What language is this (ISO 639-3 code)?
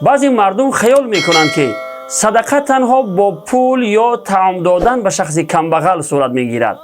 tgk